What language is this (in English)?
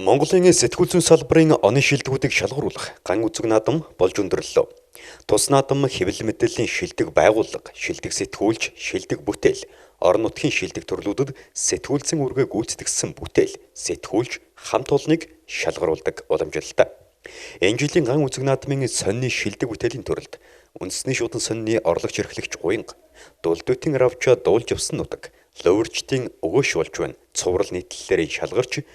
Mongolian